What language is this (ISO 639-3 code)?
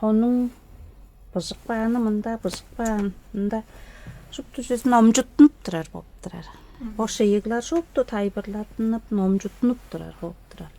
tyv